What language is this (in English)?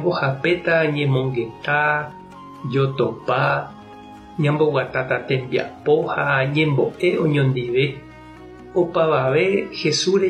Guarani